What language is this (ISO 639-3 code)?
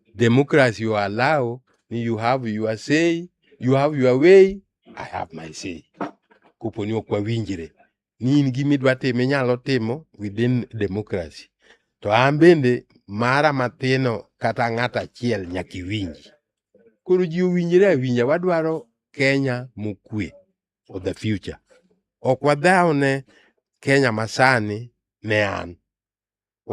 luo